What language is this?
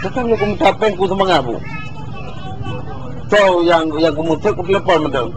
Achinese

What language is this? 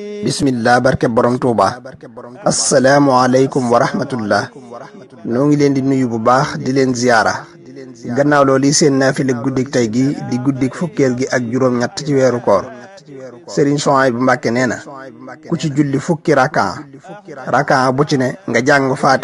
Wolof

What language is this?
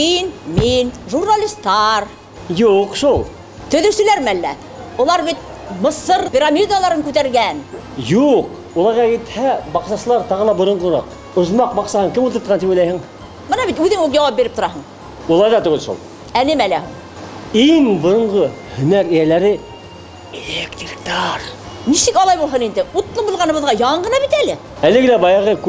Bashkir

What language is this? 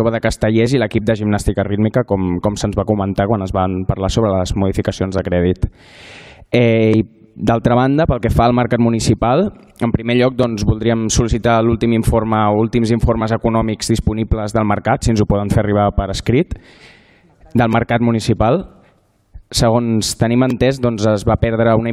Catalan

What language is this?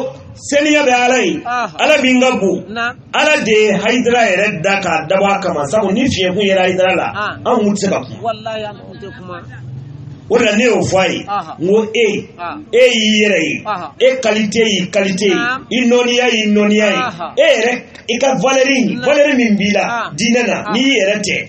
Bambara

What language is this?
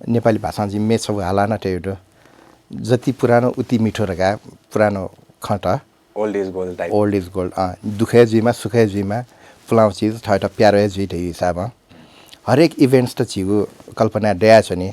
Newari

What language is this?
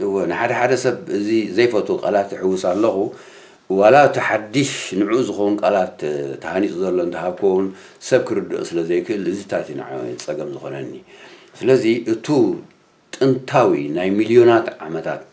Tigrinya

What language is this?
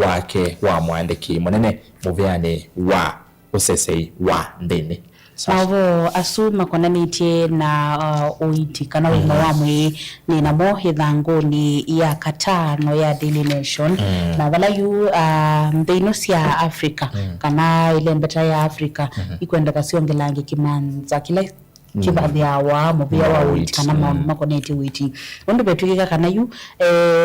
Kamba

